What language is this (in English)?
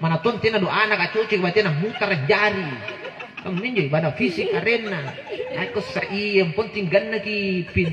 Makasar